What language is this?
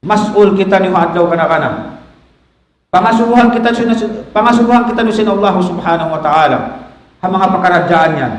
Tausug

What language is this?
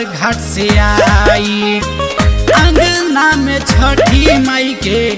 Bhojpuri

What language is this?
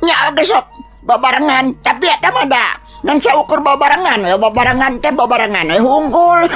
Sundanese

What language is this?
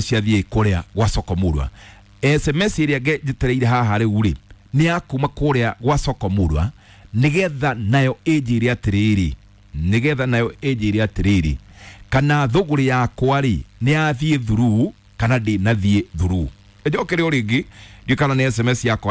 Kikuyu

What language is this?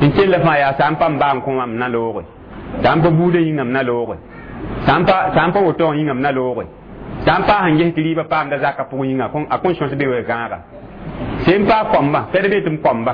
Mossi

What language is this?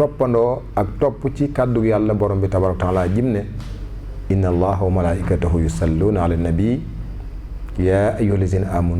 Wolof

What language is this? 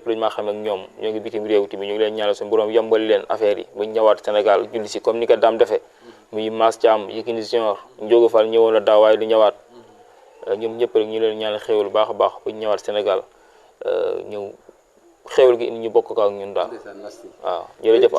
Wolof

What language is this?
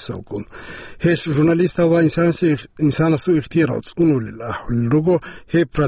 Avaric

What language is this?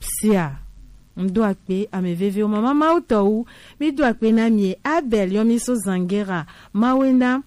Gen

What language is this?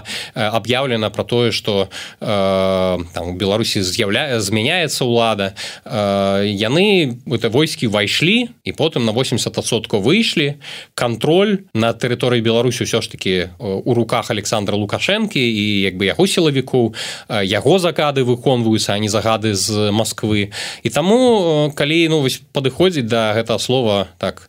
Belarusian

